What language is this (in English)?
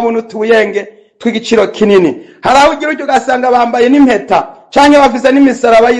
Rundi